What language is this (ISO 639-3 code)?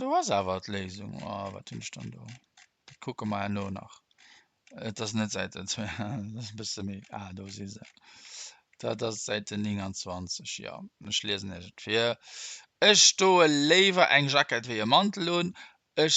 ltz